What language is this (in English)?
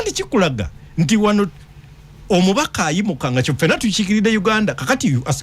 Ganda